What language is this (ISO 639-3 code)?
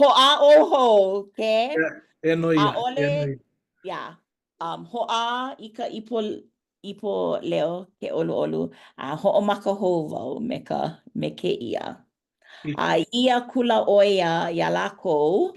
haw